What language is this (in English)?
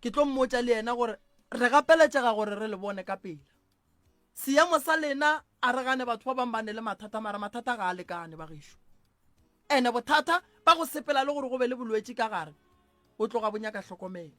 Northern Sotho